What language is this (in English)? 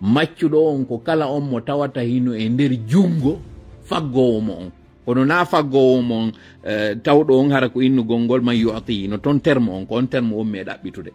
Fula